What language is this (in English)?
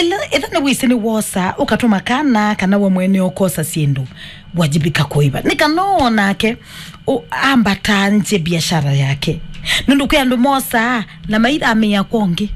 Kamba